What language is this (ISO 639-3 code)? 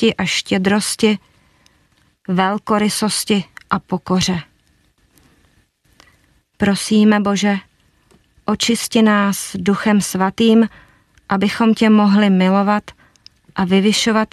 ces